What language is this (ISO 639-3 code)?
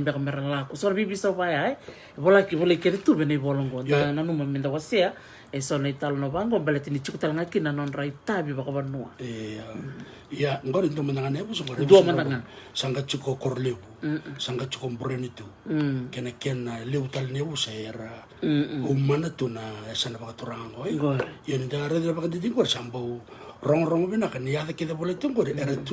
fij